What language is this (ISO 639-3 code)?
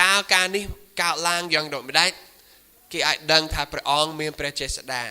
khm